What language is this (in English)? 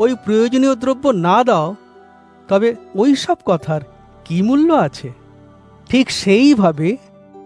Bangla